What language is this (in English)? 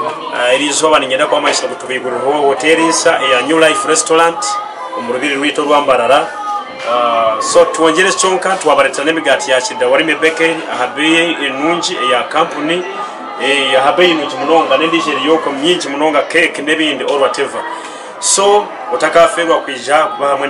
Nyankole